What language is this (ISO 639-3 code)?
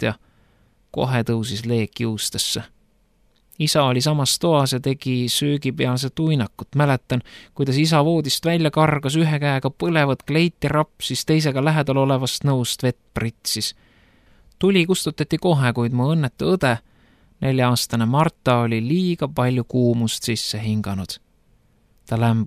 est